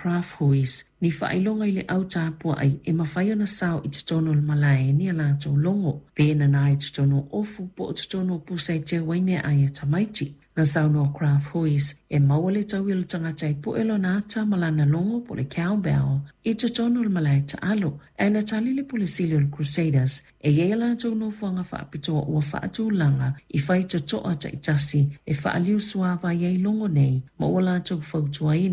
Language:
Samoan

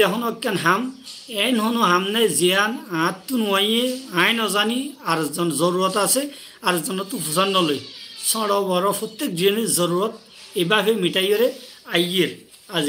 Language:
Rohingya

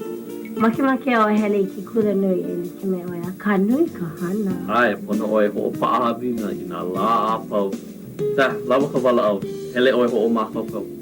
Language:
Hawaiian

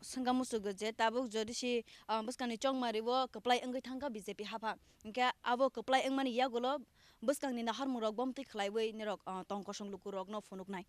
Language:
Kok Borok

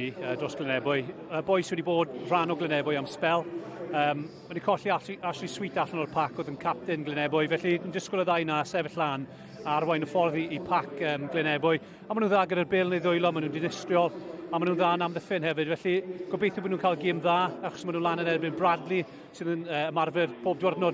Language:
Welsh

